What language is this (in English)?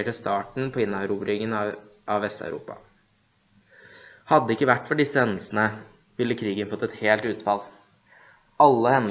Norwegian